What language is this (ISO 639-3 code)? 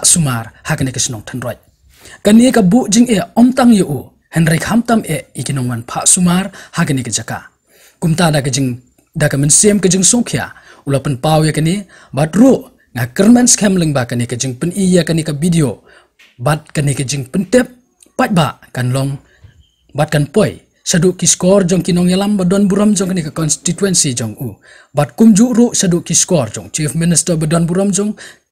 kha